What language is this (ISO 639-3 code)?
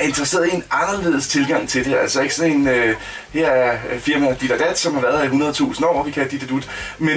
dan